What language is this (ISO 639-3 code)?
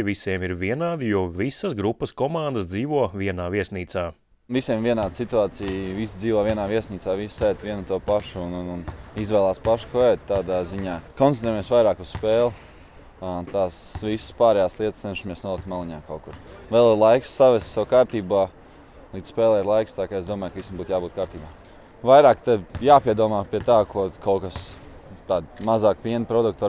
lav